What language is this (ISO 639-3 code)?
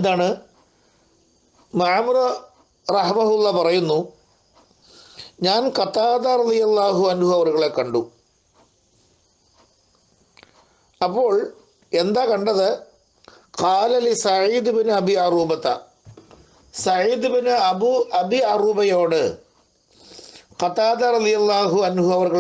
mal